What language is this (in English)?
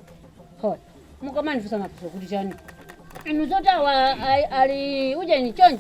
Nyanja